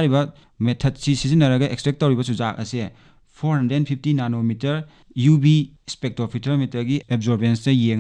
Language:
Manipuri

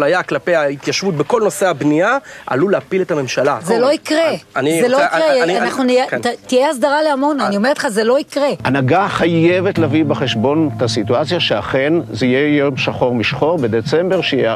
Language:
Hebrew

